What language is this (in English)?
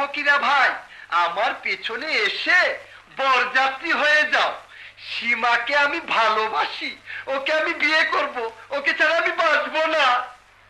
Bangla